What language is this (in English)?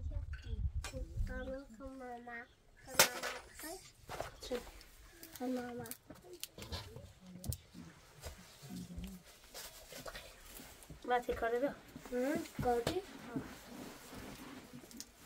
Persian